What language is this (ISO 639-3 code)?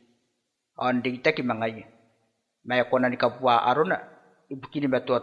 gil